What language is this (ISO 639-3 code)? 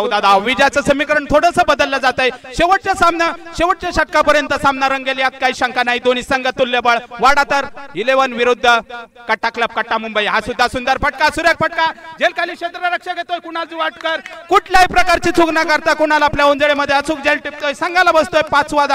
mar